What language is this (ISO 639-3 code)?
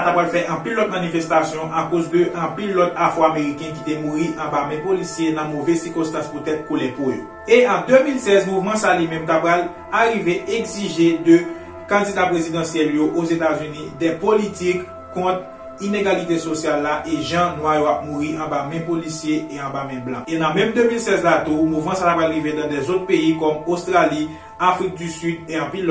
hat